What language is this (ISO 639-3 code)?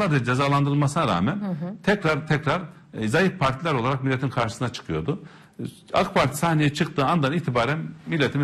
tur